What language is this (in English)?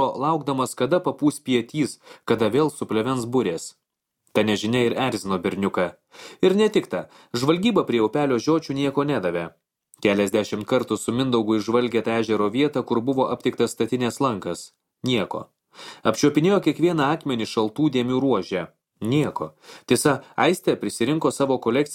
Lithuanian